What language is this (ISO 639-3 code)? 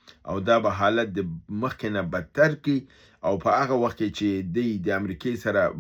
pus